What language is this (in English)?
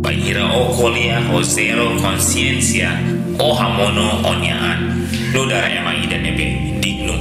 Tetum